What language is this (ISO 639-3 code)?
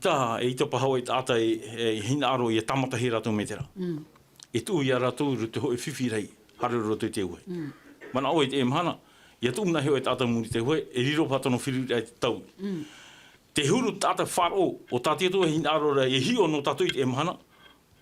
tah